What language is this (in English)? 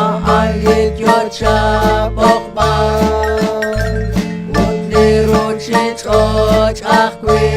Kekchí